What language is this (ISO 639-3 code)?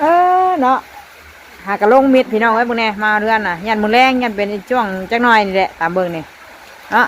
tts